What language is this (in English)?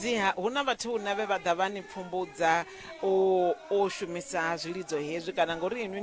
Venda